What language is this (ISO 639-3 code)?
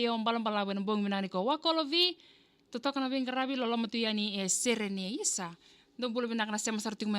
fij